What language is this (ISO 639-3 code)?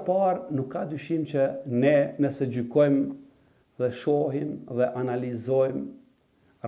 sqi